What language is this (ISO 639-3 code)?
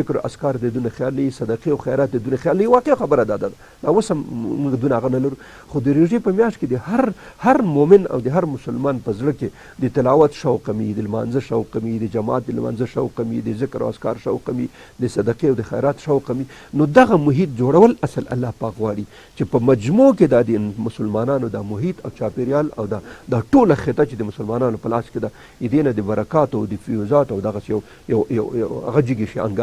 pus